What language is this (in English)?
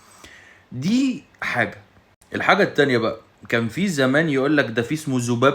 Egyptian Arabic